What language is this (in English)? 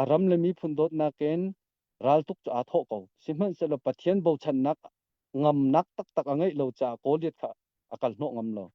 Hakha Chin